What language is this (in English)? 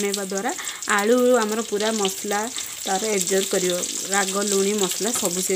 Odia